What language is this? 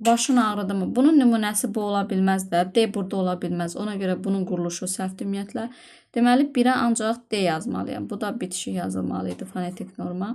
Azerbaijani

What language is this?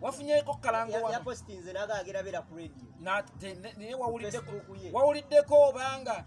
Ganda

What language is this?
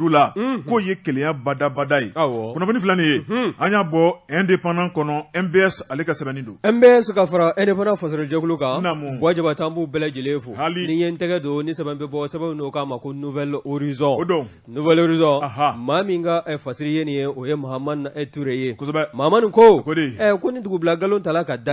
Bambara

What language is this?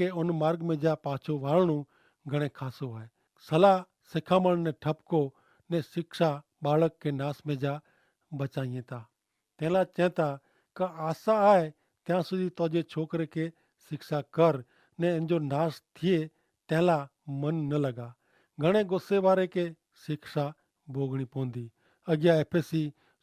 Kachhi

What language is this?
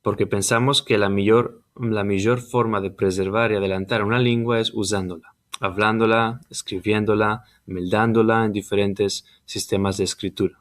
Ladino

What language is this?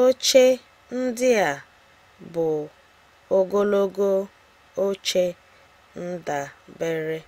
Igbo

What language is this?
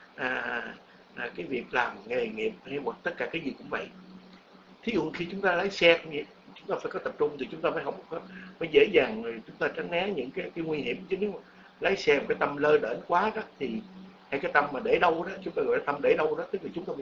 Vietnamese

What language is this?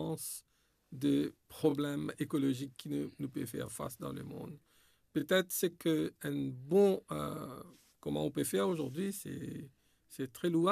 Morisyen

